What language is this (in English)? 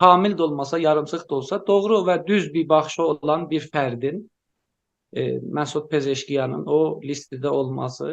South Azerbaijani